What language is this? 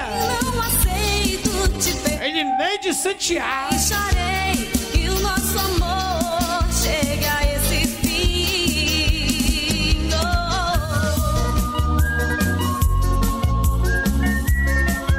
Portuguese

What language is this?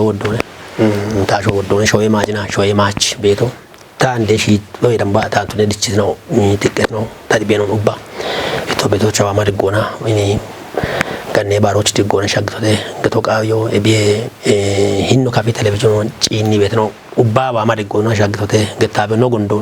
Kafa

